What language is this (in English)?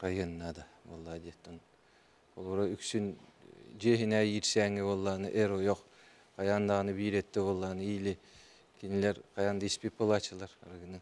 Yakut